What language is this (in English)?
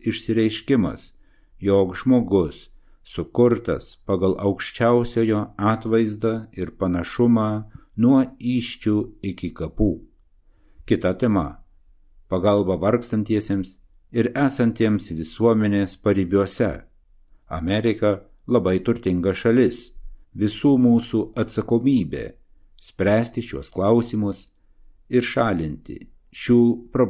Lithuanian